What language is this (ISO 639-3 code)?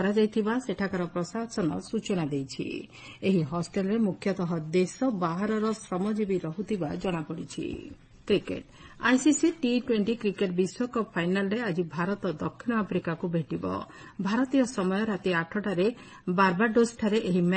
ori